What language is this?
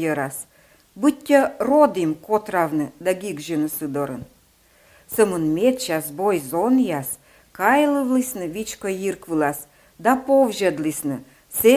Komi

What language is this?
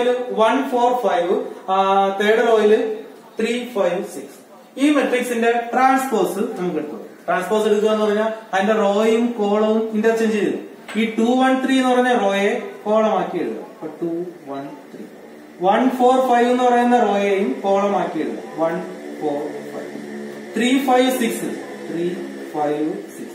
Malayalam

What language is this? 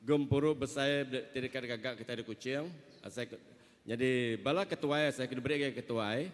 Iban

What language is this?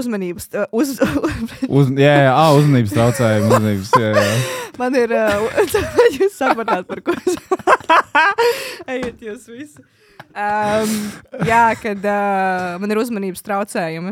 Latvian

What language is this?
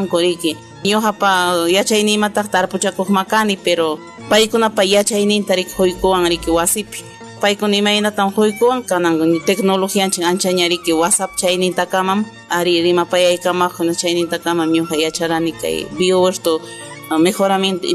Ayacucho Quechua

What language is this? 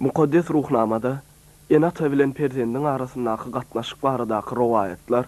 Turkmen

